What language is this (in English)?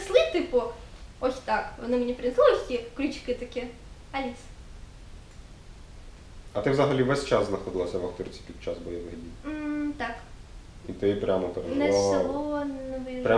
Ukrainian